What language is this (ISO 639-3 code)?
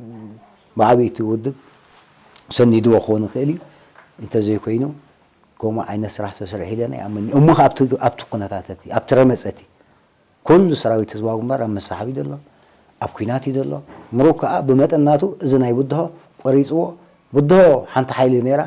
tir